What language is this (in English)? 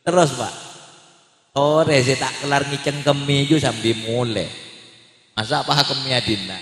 Madurese